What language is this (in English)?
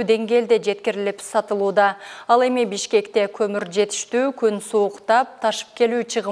Kyrgyz